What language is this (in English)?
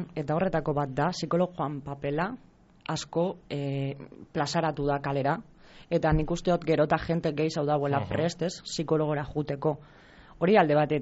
Basque